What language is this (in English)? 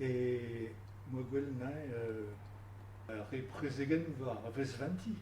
Breton